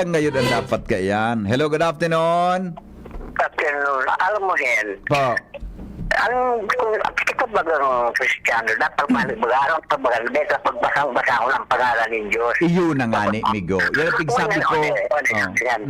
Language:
Bikol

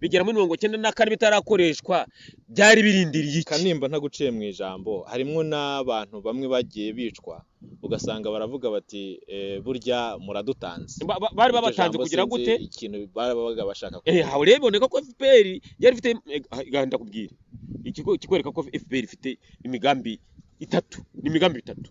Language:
Kinyarwanda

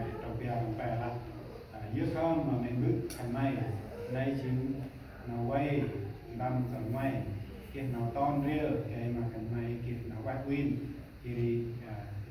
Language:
Central Mnong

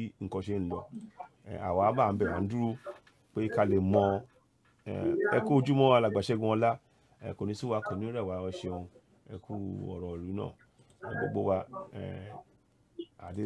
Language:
Yoruba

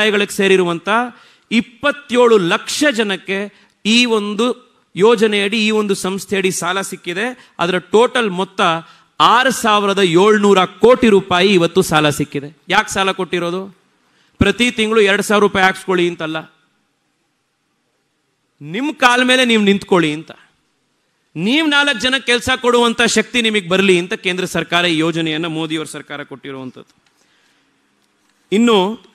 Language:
Kannada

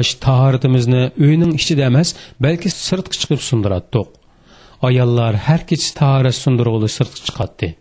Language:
Uyghur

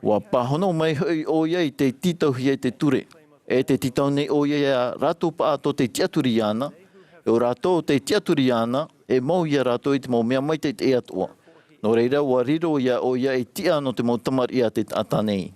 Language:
Tahitian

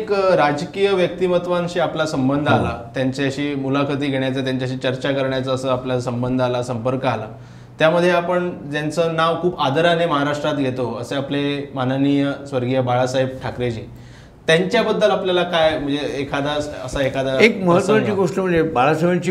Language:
Marathi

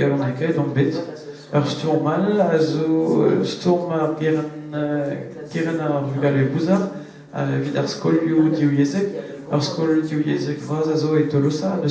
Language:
Breton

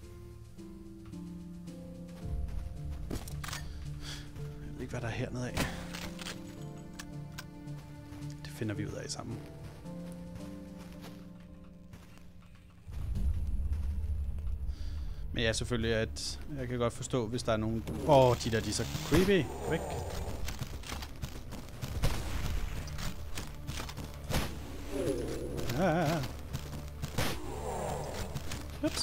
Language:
Danish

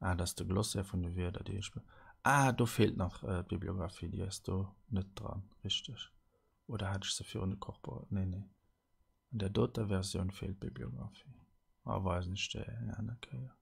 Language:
Luxembourgish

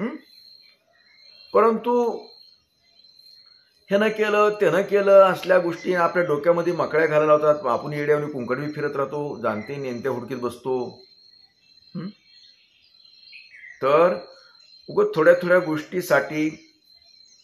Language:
Marathi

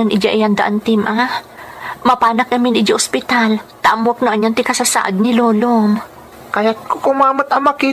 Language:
Iloko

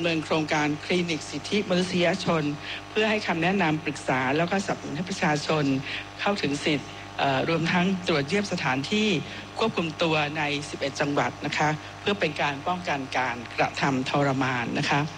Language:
Thai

